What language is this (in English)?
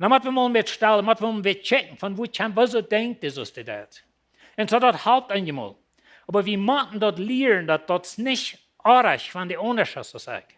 Plautdietsch